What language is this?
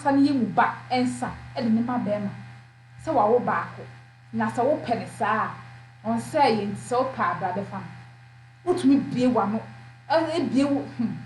Akan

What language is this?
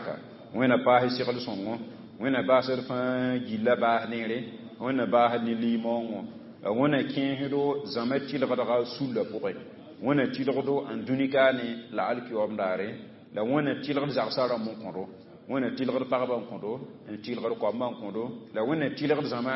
Mossi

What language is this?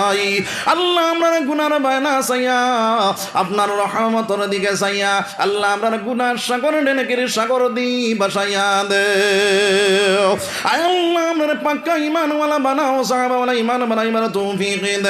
Sylheti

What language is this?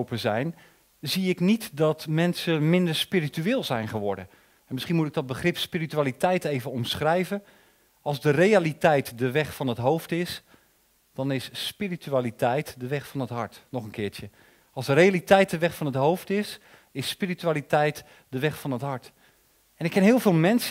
Dutch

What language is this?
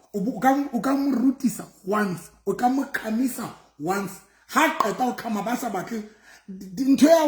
Southern Sotho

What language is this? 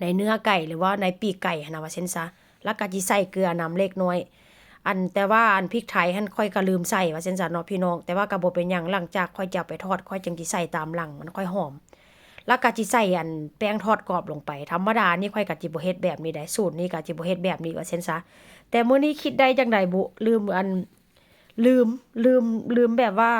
Northeastern Thai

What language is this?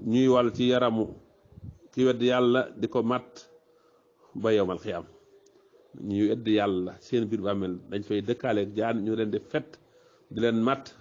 Wolof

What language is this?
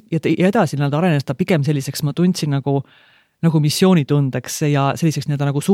Estonian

